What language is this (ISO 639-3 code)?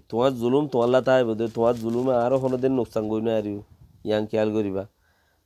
rhg